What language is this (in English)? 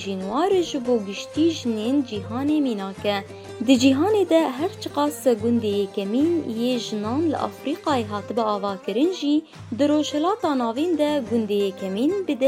Kurdish